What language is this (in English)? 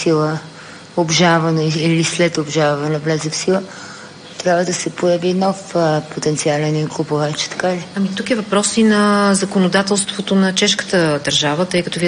Bulgarian